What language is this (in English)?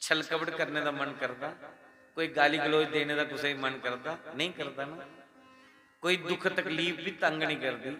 Dogri